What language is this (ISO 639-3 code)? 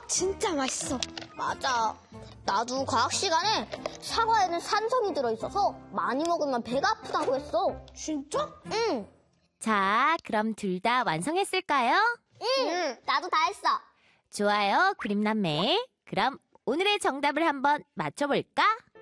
kor